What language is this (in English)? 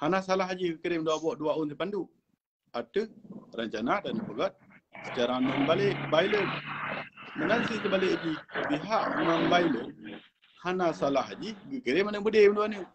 Achinese